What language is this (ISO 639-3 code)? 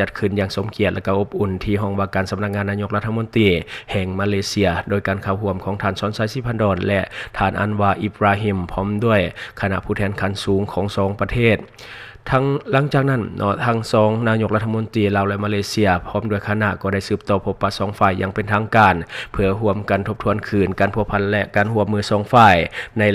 lao